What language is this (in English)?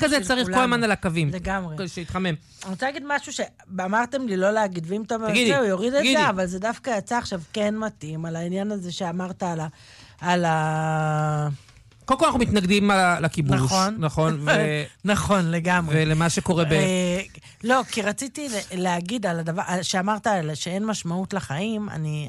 Hebrew